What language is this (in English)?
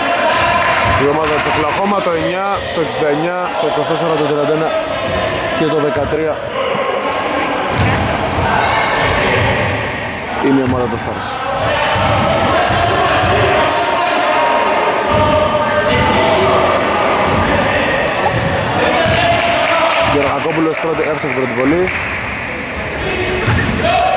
Greek